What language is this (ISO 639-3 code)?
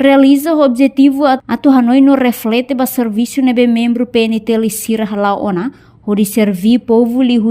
tet